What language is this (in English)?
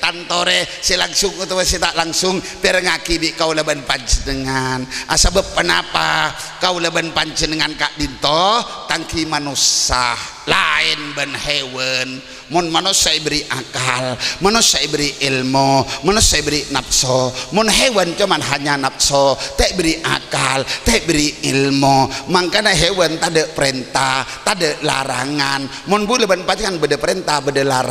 Madurese